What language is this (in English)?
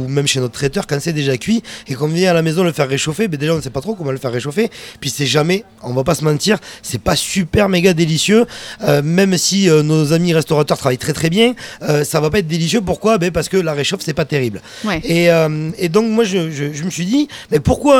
French